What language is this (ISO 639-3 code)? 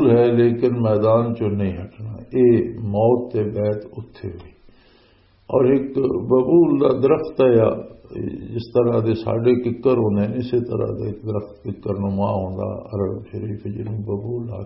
lah